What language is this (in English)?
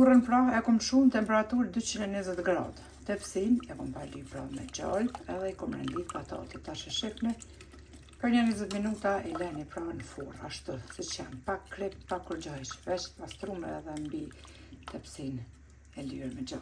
Albanian